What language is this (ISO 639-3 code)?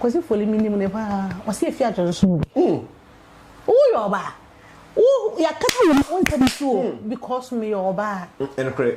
aka